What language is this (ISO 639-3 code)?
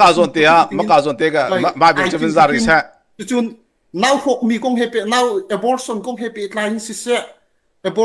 cnh